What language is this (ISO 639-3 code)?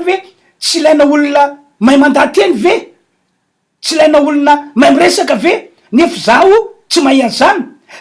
mlg